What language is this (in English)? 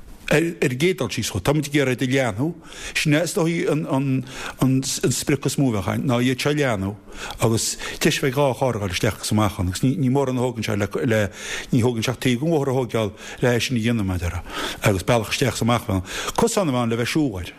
Irish